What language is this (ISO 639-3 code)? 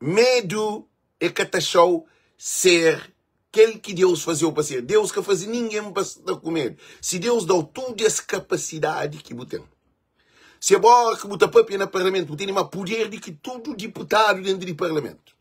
kea